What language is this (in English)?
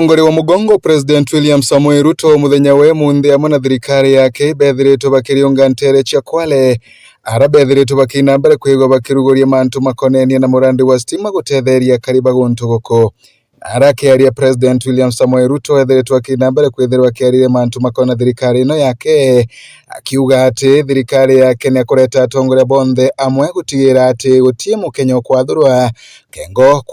Meru